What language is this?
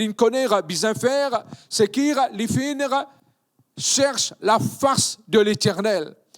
Morisyen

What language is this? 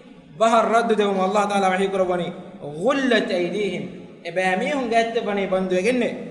Divehi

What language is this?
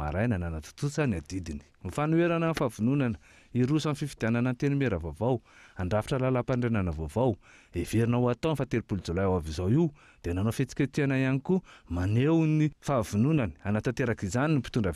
Malagasy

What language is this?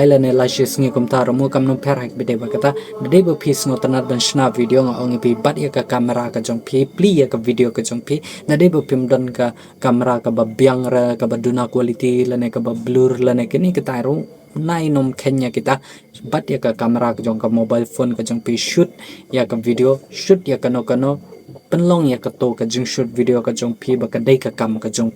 Khasi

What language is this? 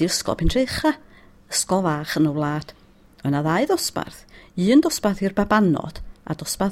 Welsh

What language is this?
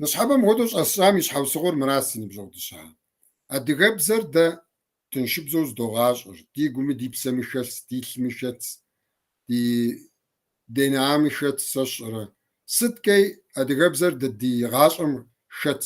Kabardian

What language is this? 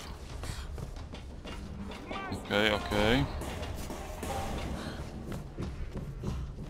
Polish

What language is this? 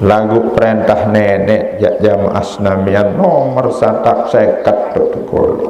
Sasak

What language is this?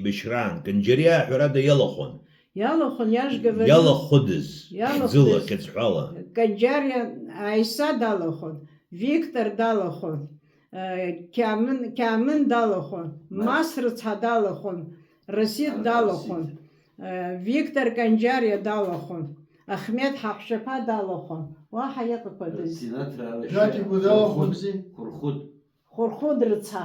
Abkhazian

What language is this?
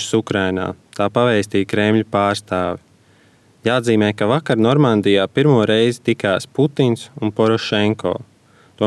Latvian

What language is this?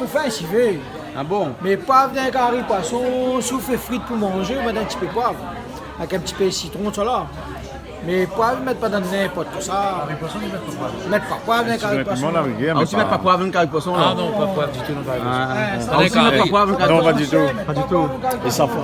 Réunion Creole French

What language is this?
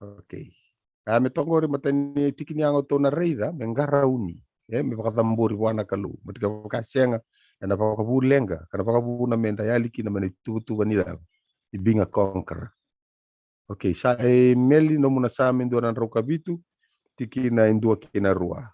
Fijian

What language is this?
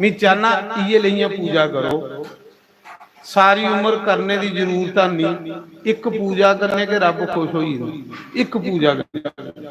Dogri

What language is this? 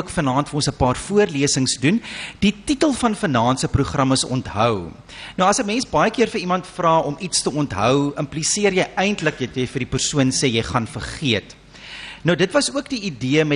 Afrikaans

